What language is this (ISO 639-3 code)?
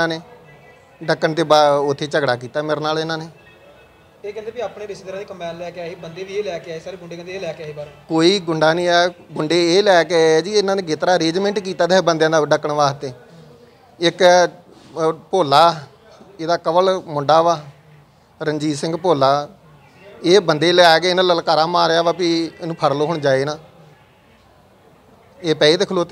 pan